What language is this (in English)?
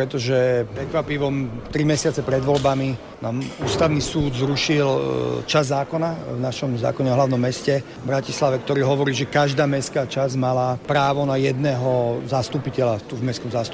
Slovak